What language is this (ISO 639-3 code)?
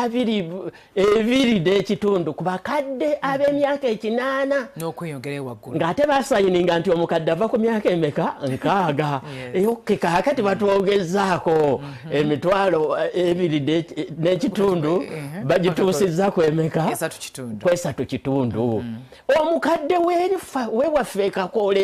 lug